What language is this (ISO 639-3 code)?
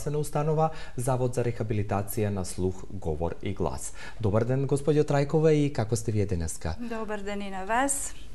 mkd